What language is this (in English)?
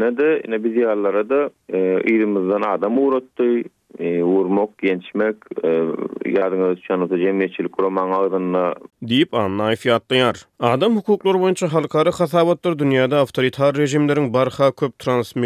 Turkmen